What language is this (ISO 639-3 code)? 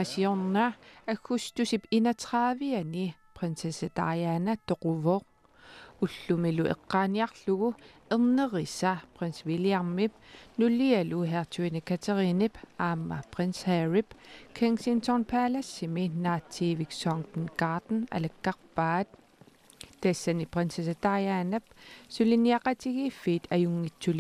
kal